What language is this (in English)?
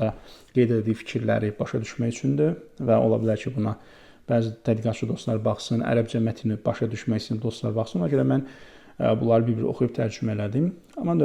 Azerbaijani